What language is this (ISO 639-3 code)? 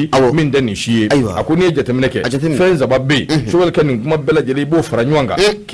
bam